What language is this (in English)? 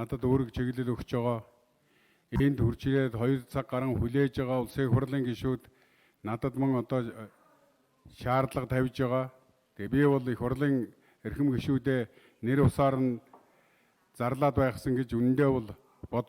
Mongolian